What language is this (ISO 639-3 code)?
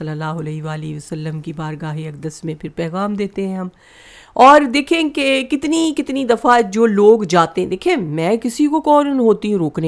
urd